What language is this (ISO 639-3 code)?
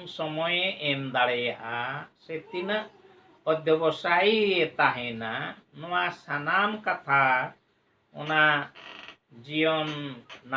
sat